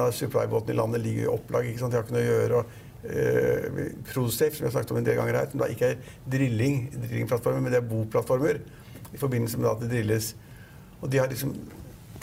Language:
Norwegian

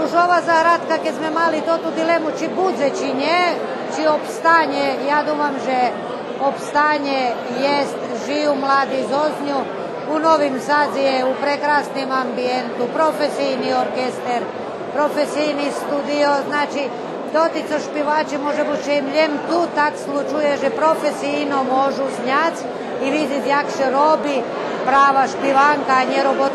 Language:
Rusyn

